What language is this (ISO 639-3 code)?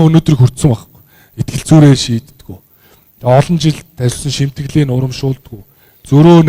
mon